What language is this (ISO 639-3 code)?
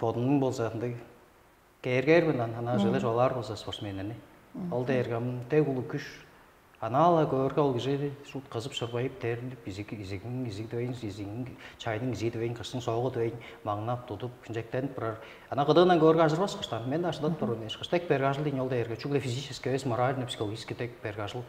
tyv